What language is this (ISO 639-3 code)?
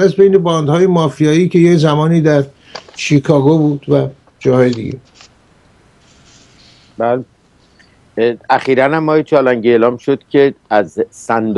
fas